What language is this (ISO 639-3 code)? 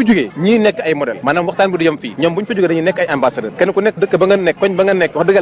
wol